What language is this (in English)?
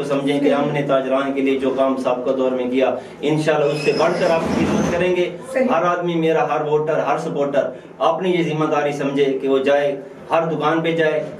Urdu